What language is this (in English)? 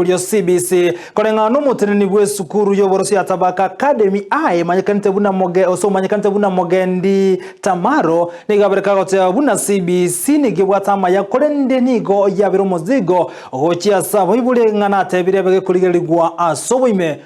Gusii